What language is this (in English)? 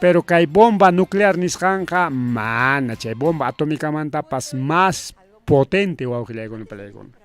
Ayacucho Quechua